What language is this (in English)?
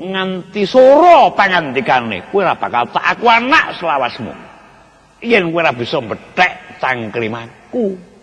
Javanese